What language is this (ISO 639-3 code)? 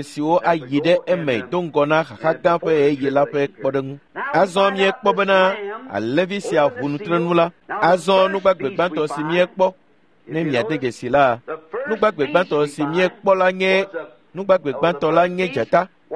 ewe